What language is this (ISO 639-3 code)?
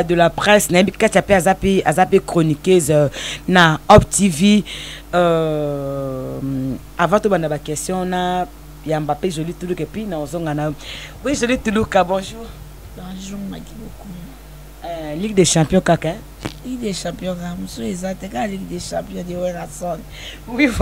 lin